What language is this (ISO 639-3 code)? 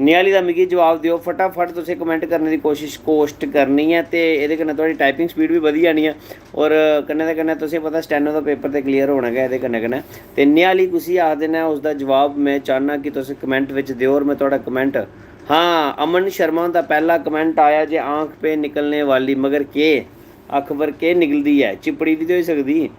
doi